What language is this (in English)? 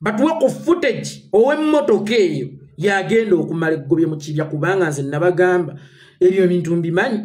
Ganda